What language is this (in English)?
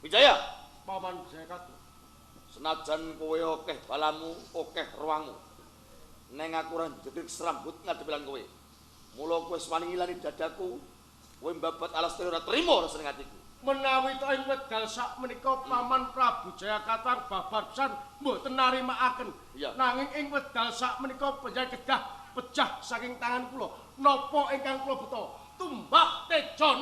Javanese